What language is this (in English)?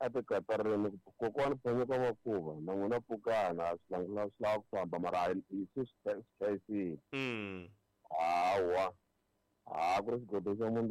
Tsonga